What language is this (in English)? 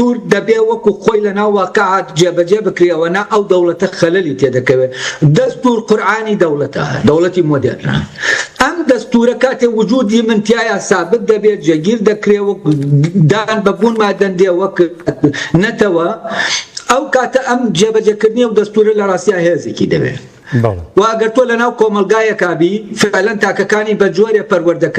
Central Kurdish